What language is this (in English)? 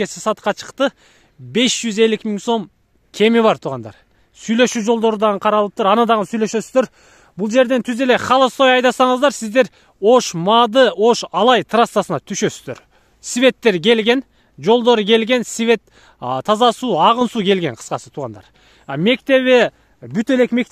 Kyrgyz